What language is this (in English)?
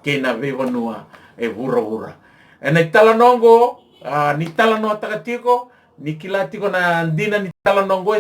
Fijian